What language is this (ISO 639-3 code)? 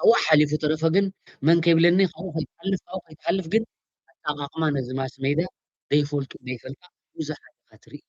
tir